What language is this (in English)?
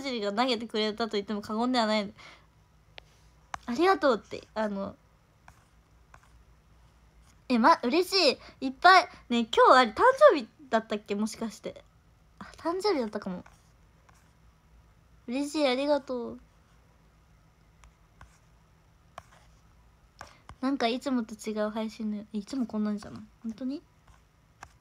Japanese